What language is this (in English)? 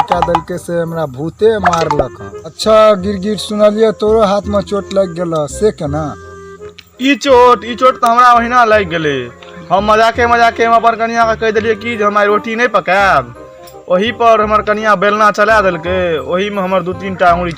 Maithili